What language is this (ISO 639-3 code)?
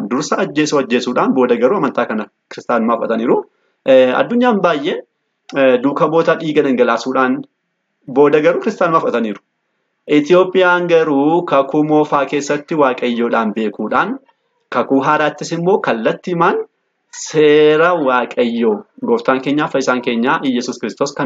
orm